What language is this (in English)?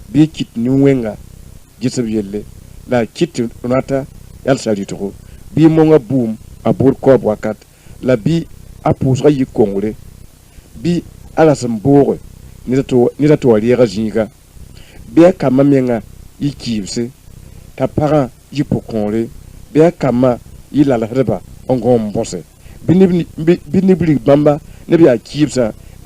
Mossi